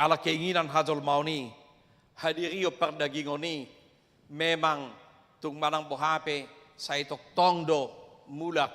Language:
Batak Toba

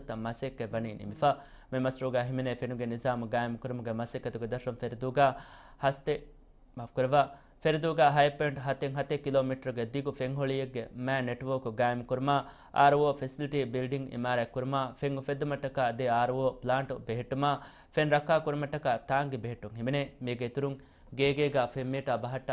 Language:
Divehi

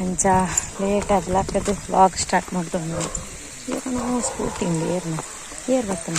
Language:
Tulu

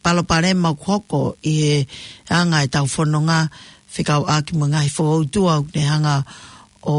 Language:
Tongan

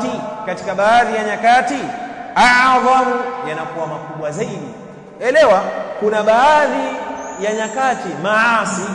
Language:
Swahili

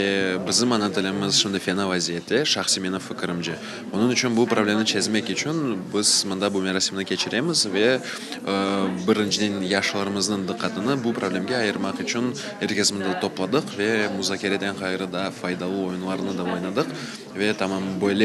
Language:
Crimean Tatar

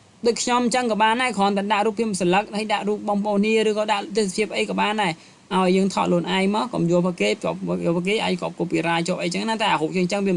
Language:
Khmer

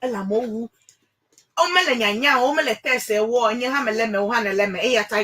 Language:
Ewe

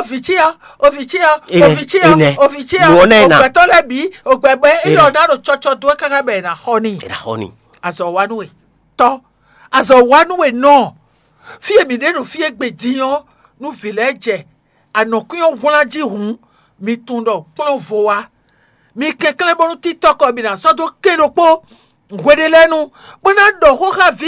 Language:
Fon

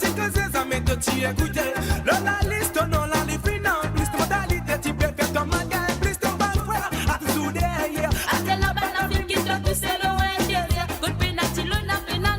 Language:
Morisyen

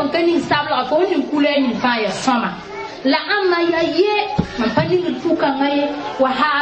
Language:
Mossi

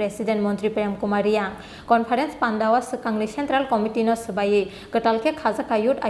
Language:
Kok Borok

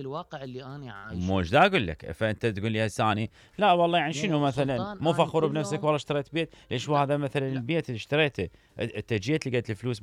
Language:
Mesopotamian Arabic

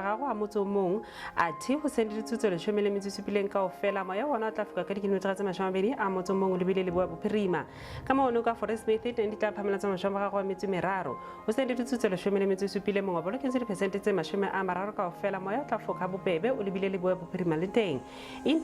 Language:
Southern Sotho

